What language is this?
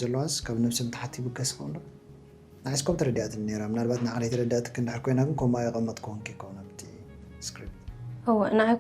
Tigrinya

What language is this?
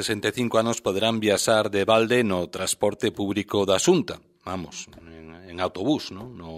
Galician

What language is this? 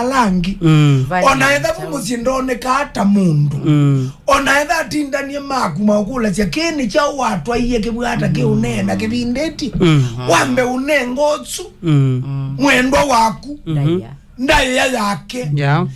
Kamba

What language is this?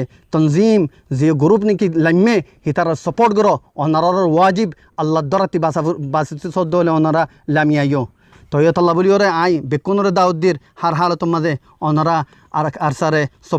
Rohingya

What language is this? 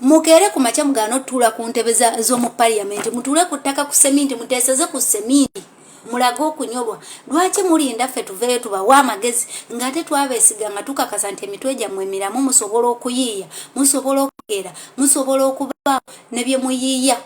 Ganda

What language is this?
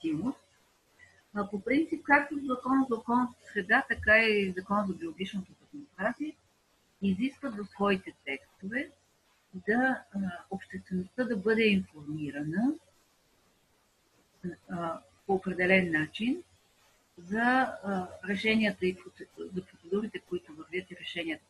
Bulgarian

